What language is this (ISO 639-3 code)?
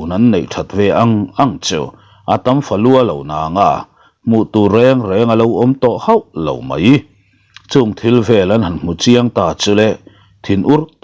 lus